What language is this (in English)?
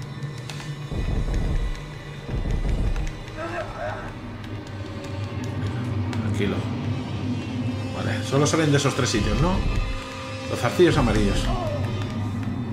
Spanish